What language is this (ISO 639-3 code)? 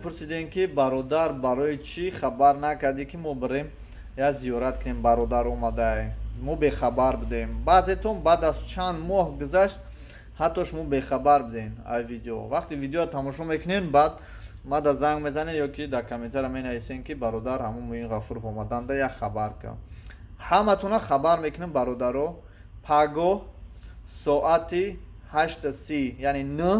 tgk